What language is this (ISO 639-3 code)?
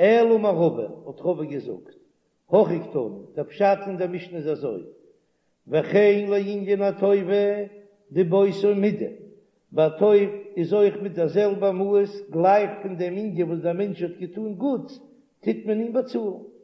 yid